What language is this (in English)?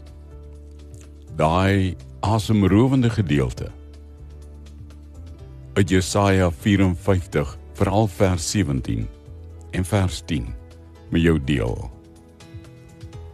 Afrikaans